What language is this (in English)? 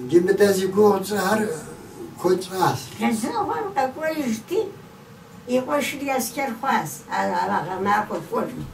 Kabardian